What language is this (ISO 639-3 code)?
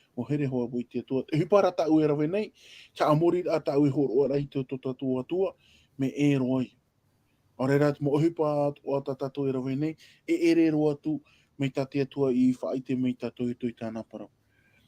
tah